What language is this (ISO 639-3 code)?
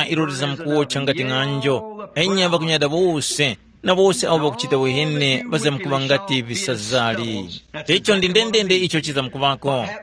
tum